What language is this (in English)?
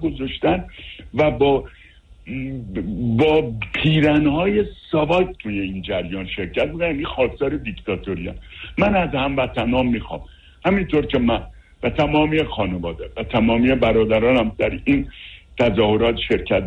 Persian